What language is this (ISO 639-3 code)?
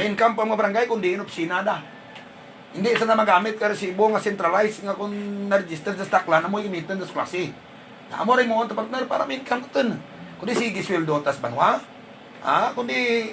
hil